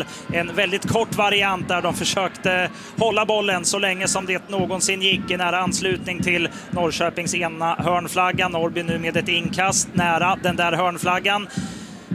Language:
Swedish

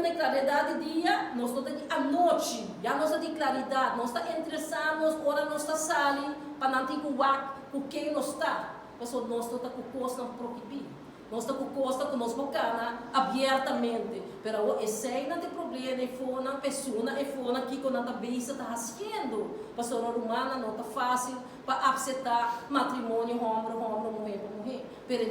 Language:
Papiamento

